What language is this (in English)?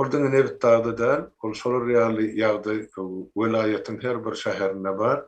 Turkmen